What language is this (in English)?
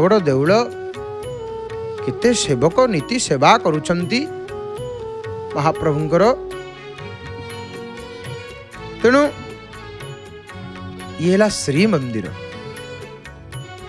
Odia